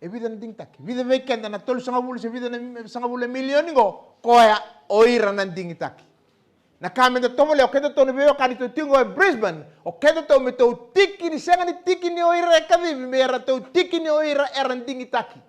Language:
Fijian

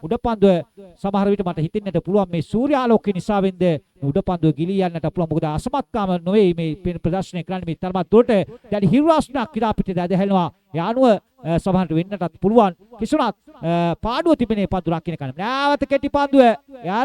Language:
Sinhala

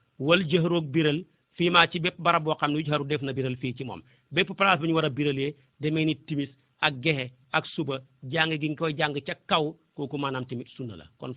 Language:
Wolof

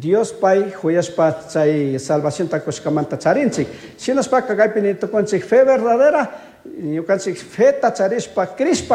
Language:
Chimborazo Highland Quichua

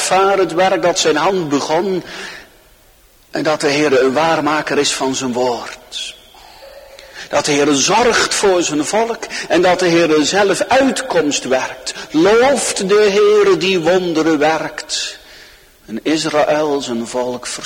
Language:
Dutch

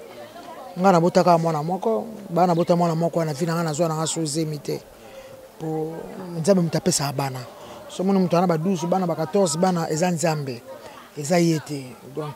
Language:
Lingala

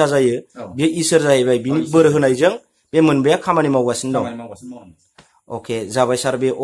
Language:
Bodo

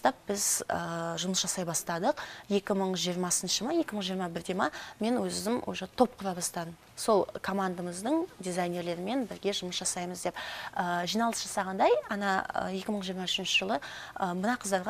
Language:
Kazakh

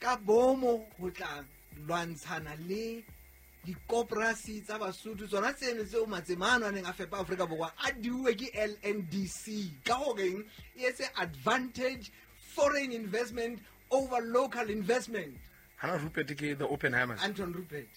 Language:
Southern Sotho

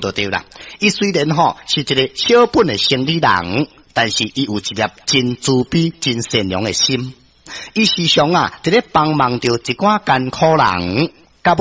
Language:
Min Nan Chinese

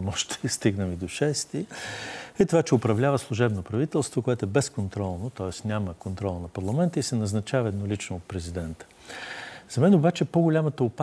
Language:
Bulgarian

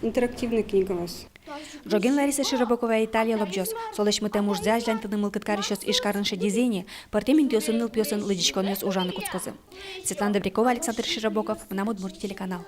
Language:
Udmurt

